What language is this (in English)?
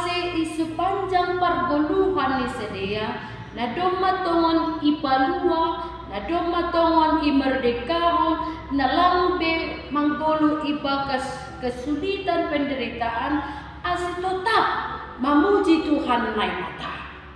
Batak Simalungun